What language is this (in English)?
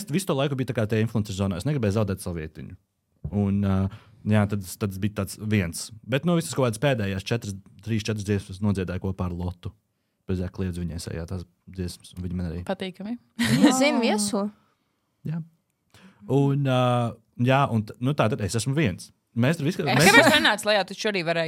Latvian